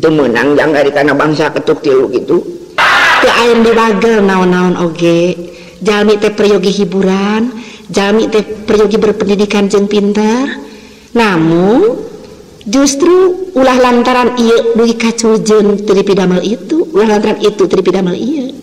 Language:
Sundanese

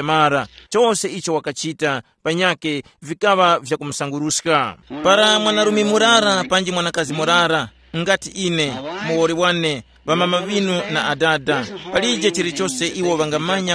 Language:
Tumbuka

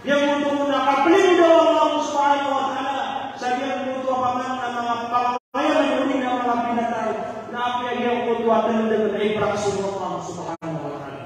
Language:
Maranao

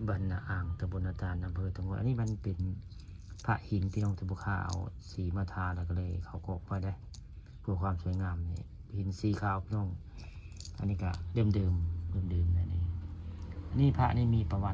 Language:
Northeastern Thai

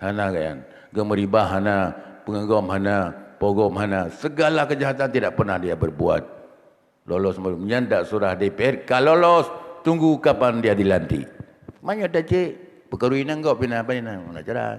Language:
Achinese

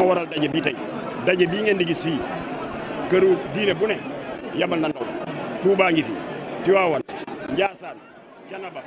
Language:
Wolof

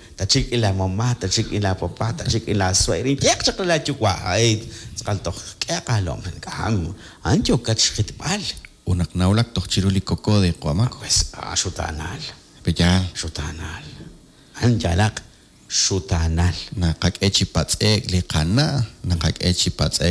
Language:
Kekchí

